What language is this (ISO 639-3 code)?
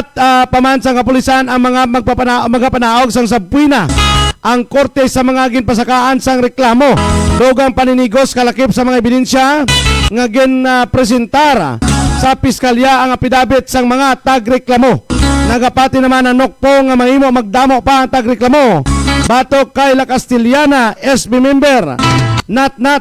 hil